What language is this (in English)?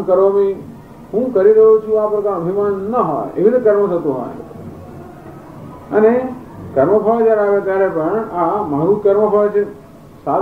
Gujarati